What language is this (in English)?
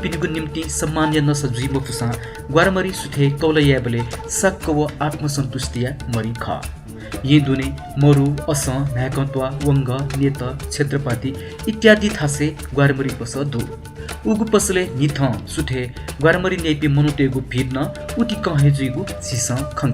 Newari